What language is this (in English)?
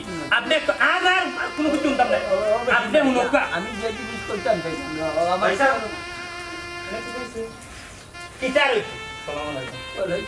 Sylheti